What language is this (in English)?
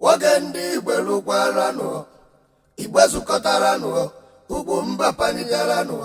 Igbo